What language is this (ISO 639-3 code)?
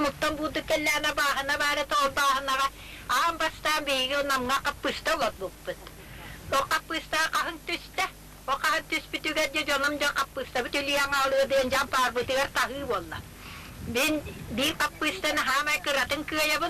sah